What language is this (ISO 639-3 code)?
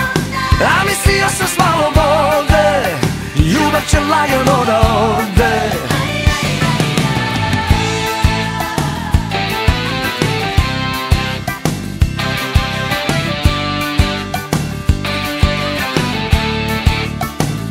srp